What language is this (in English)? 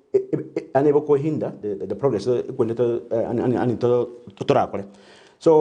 Gusii